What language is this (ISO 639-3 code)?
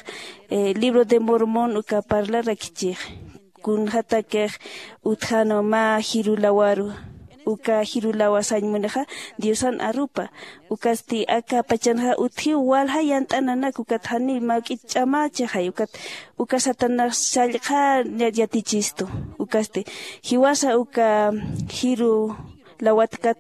aym